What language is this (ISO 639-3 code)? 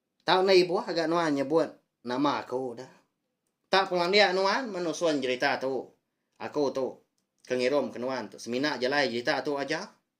iba